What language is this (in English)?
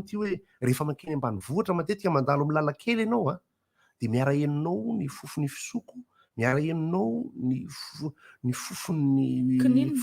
Malagasy